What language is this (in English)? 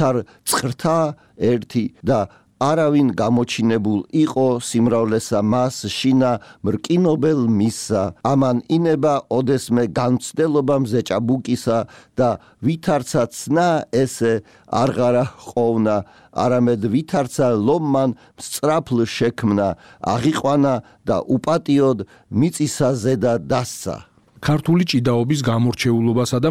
Georgian